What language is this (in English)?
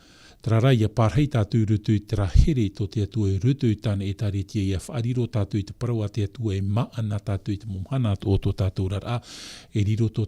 Tahitian